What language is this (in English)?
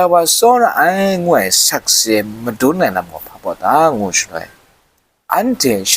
Kachin